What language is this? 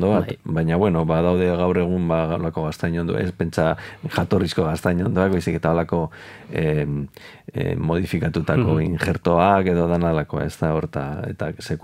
Basque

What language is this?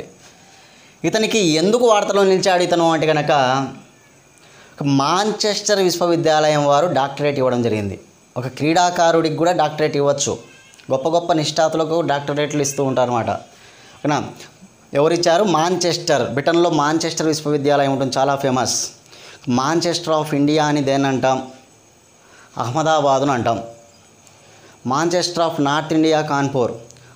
Telugu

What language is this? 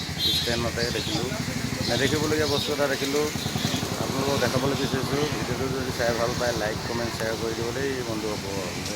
Assamese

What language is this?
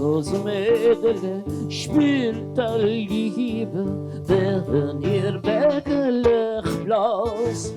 Yiddish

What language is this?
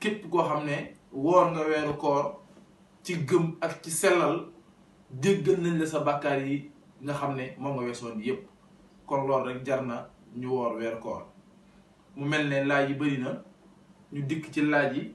Wolof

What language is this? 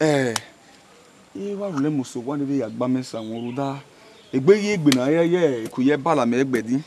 Bini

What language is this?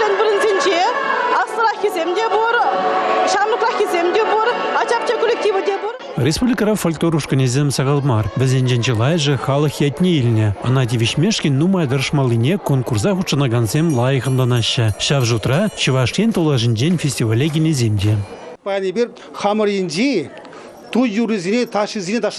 Chuvash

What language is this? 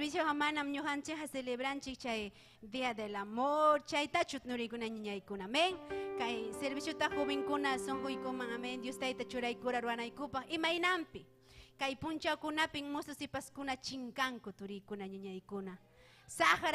Ayacucho Quechua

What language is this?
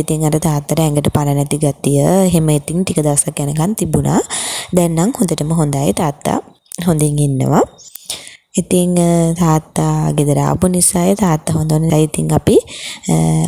Sinhala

